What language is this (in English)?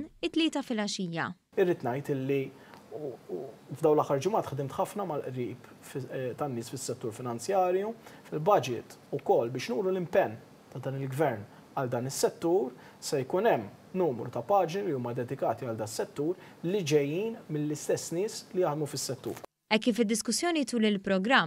Maltese